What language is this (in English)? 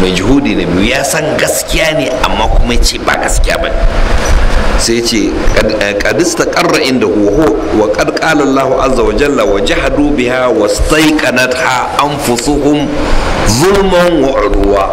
Hausa